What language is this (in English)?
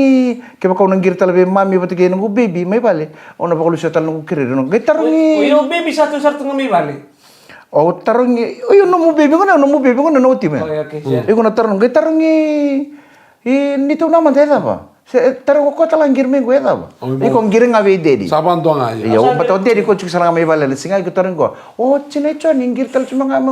Fijian